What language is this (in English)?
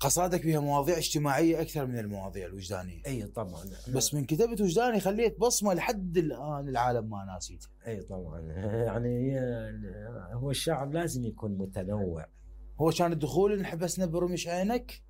Mesopotamian Arabic